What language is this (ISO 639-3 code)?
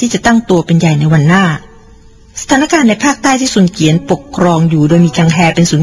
tha